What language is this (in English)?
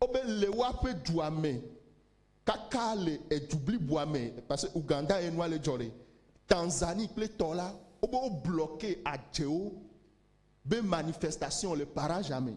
Ewe